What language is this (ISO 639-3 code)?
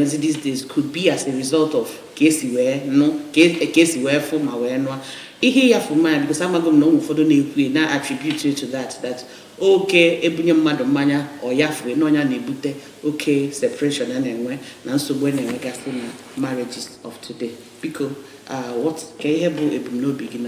ibo